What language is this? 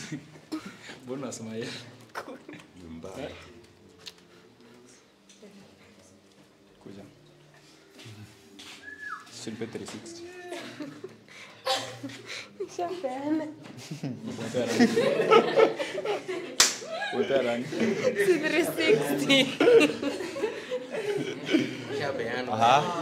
Swahili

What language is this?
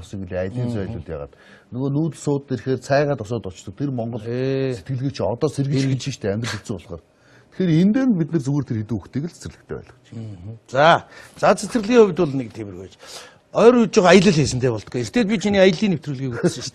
Mongolian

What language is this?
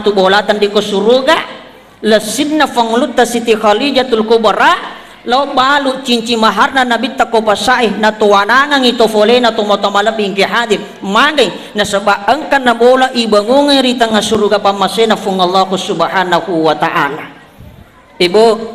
Buginese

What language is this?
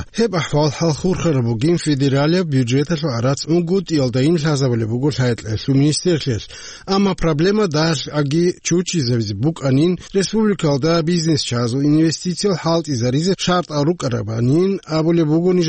Avaric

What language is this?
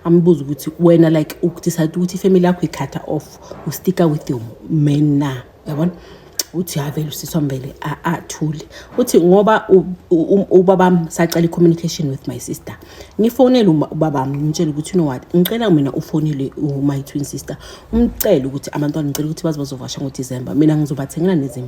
Zulu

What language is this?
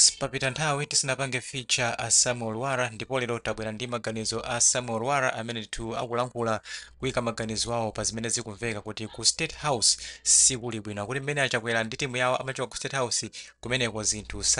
Nyanja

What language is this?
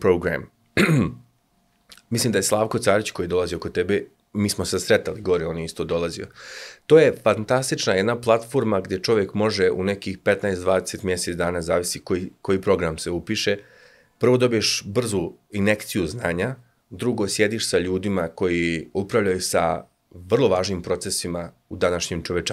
Serbian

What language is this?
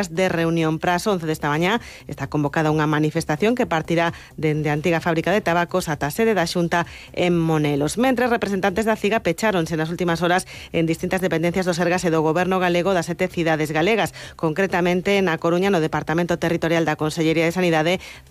Galician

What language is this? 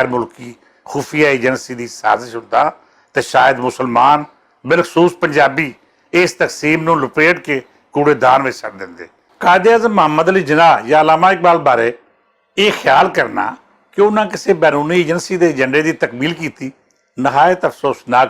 Western Panjabi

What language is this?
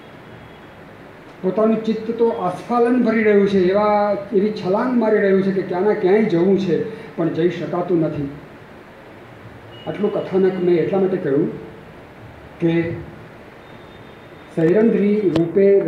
Gujarati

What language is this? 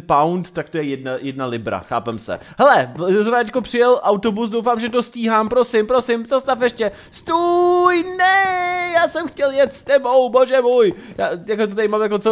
Czech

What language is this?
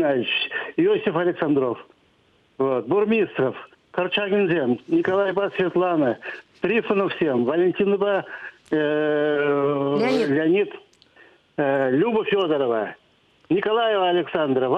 Chuvash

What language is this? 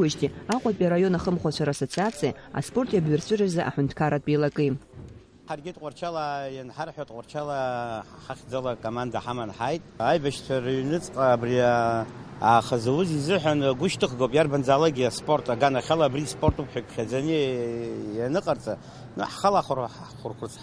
Abkhazian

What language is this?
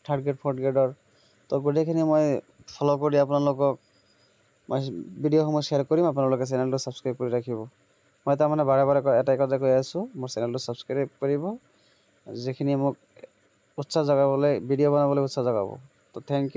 Assamese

